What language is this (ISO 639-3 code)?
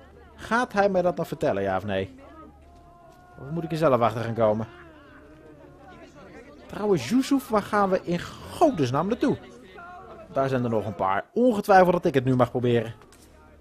nld